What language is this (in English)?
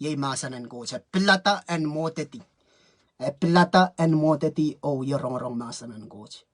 Pohnpeian